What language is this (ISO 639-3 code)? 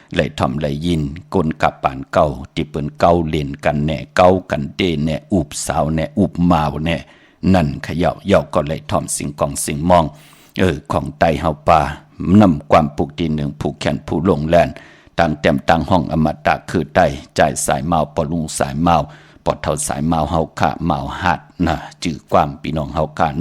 shn